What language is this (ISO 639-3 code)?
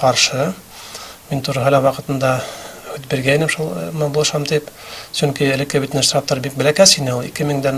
bak